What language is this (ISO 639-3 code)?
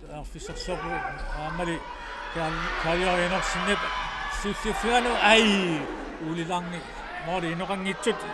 kal